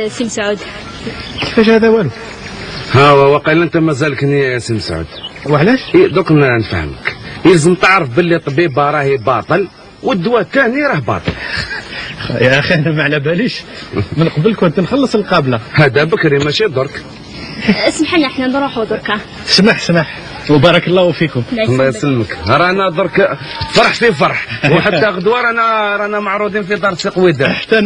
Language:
Algerian Arabic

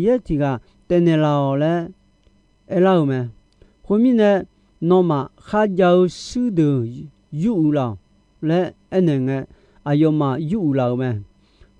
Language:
Akha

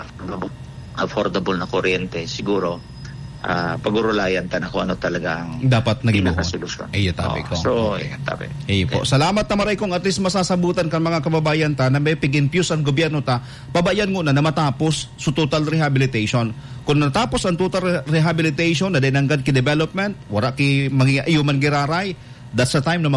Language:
Bikol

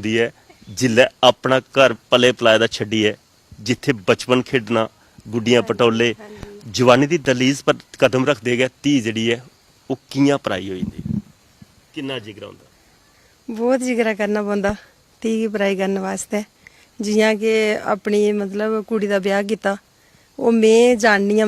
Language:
Dogri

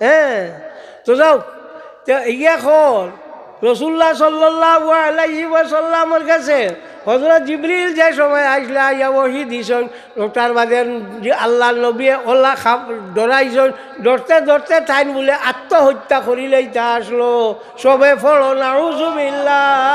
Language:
Sylheti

